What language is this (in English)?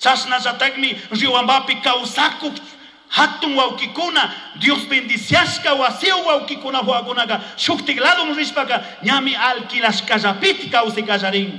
Chimborazo Highland Quichua